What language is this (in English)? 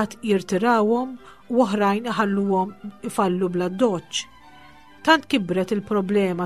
Maltese